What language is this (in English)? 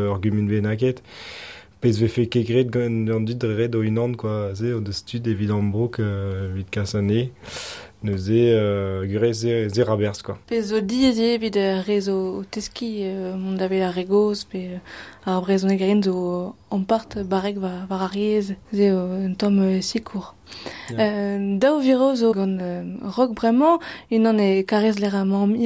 Breton